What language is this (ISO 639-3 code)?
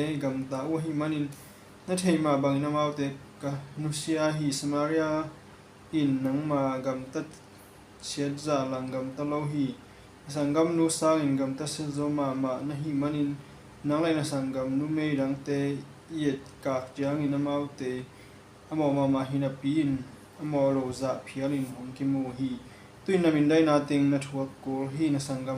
ctd